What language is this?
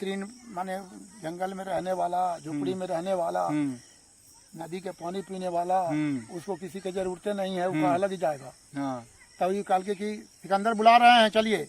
Magahi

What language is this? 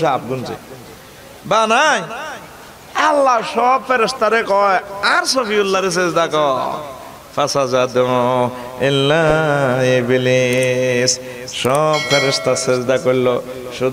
Bangla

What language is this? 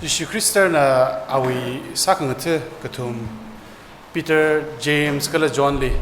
Tangkhul Naga (India)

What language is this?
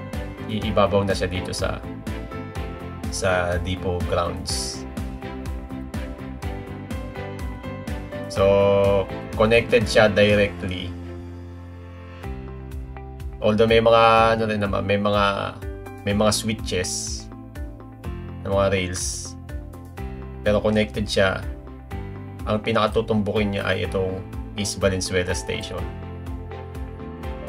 Filipino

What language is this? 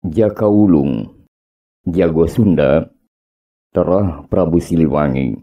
Sundanese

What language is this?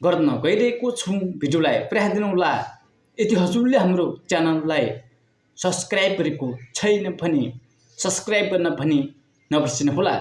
Nepali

